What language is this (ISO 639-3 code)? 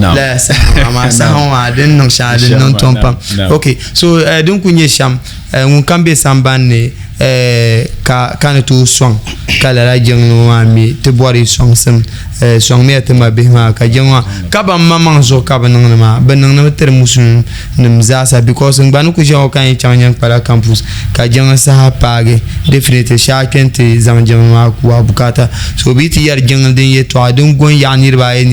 dag